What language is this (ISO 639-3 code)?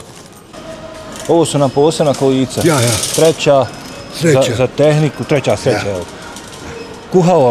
bos